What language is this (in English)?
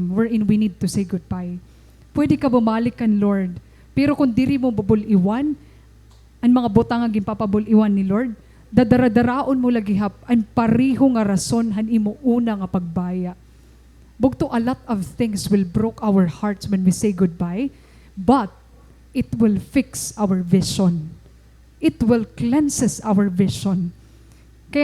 Waray